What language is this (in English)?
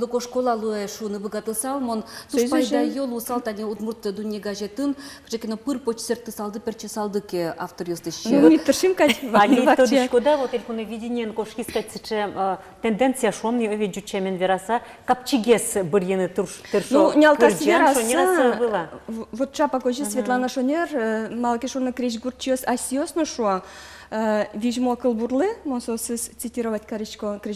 Udmurt